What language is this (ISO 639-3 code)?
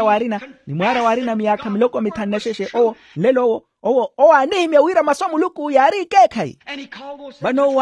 vmw